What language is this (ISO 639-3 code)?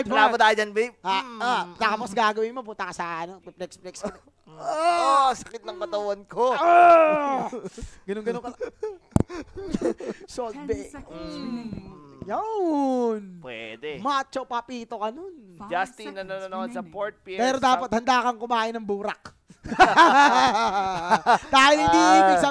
fil